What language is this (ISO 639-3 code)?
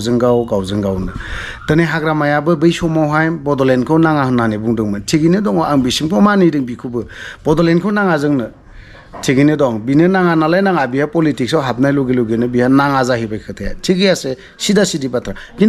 brx